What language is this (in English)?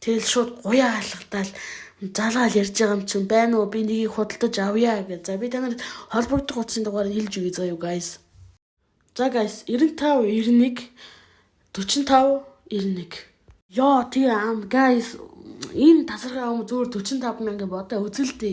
Mongolian